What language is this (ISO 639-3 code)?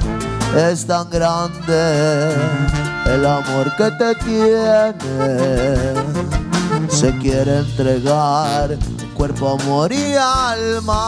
spa